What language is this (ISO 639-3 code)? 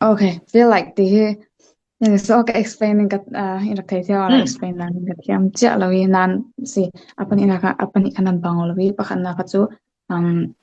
cfm